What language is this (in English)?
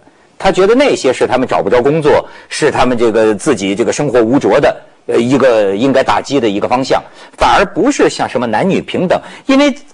Chinese